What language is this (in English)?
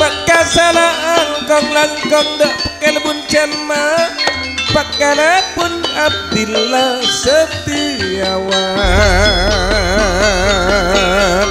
Madurese